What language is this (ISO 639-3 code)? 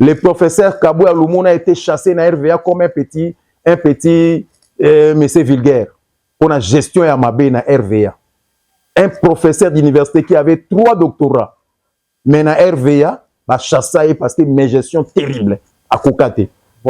lin